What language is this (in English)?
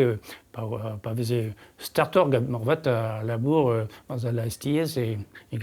Breton